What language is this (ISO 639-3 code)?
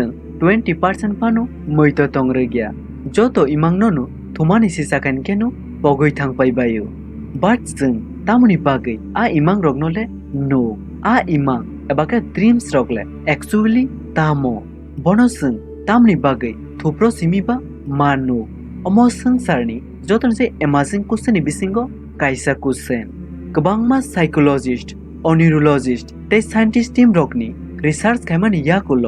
trp